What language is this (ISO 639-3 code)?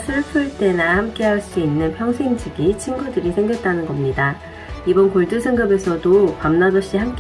kor